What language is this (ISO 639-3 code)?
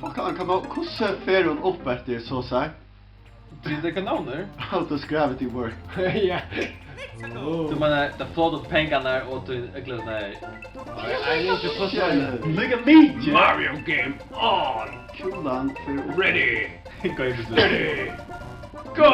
fao